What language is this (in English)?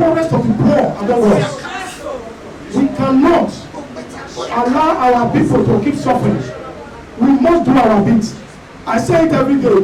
Nigerian Pidgin